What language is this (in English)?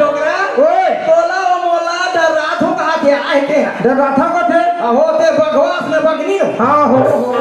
Chhattisgarhi